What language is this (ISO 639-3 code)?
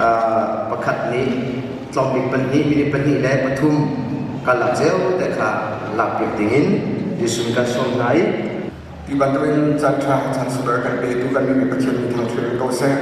cnh